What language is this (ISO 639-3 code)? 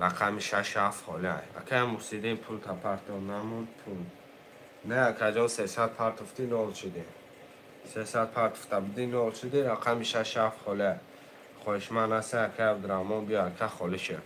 tgk